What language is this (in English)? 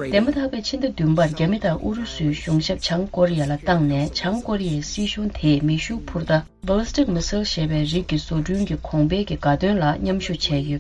Tibetan